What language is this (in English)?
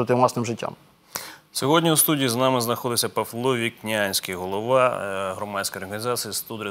Ukrainian